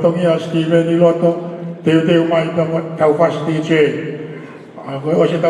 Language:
Tongan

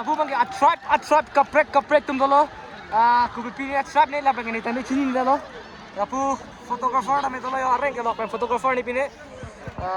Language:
Karbi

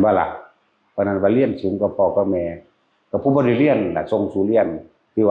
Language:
Northeastern Thai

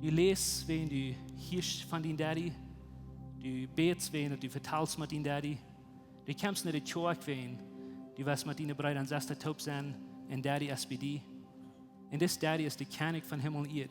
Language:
Plautdietsch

